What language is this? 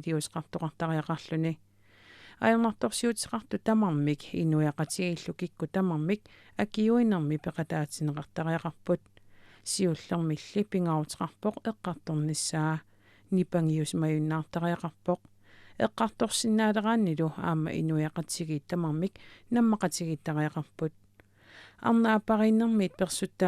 Kalaallisut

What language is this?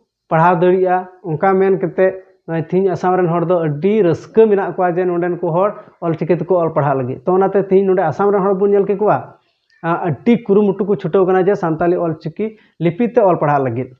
Santali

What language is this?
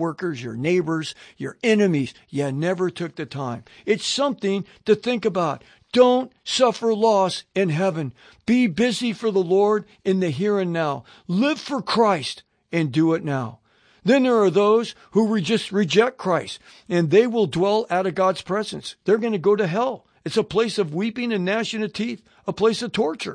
English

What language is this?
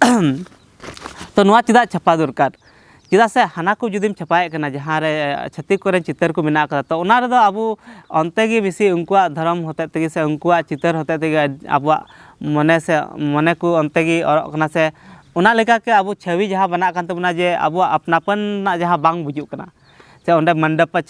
Santali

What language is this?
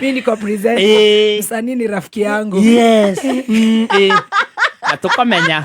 Kikuyu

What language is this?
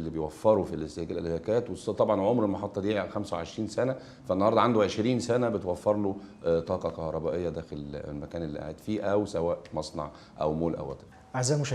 Egyptian Arabic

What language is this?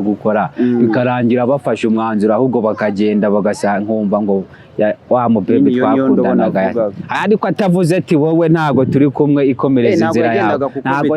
Kinyarwanda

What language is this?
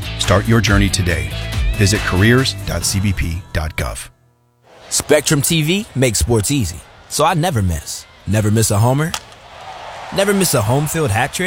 English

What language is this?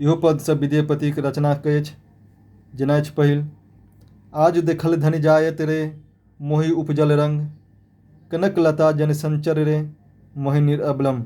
Maithili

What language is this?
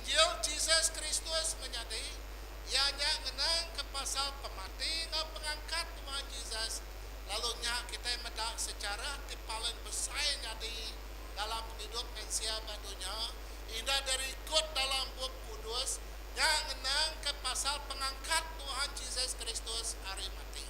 Iban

